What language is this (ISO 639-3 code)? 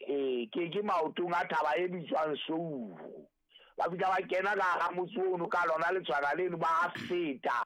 sot